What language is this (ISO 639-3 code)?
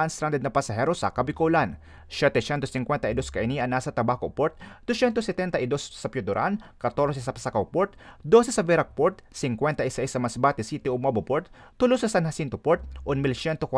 bik